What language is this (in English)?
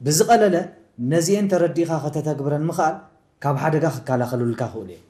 Tigrinya